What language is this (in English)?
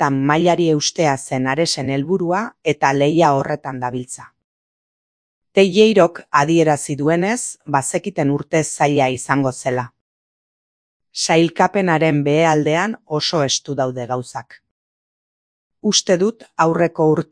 Basque